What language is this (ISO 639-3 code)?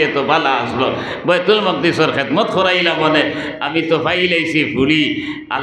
syl